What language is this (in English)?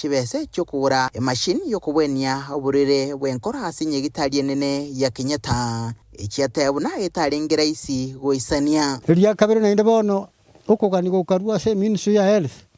Gusii